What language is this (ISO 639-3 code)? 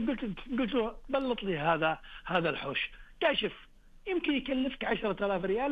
ars